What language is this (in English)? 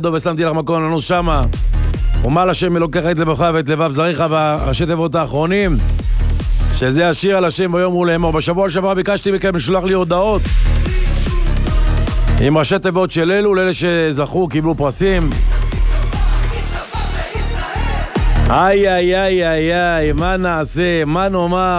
Hebrew